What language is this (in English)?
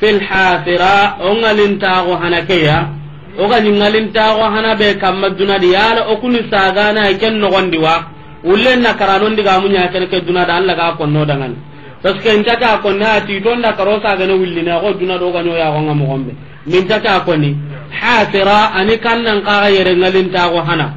Soninke